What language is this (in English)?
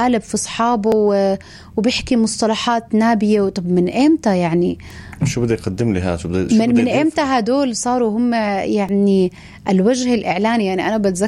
North Levantine Arabic